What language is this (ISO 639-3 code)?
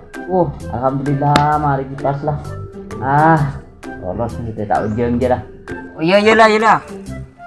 mad